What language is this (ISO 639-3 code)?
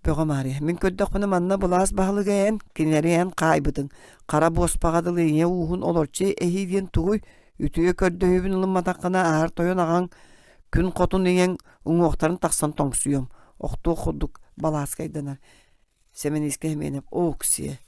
sah